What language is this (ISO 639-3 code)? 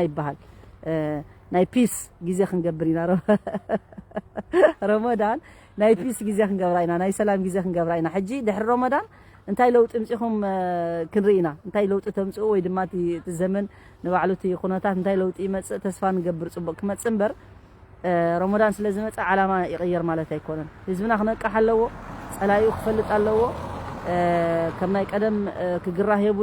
tir